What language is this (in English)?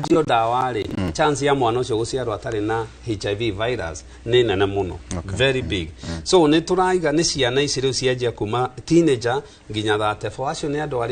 Kikuyu